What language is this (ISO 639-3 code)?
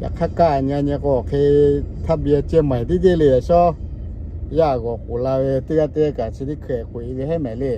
lhu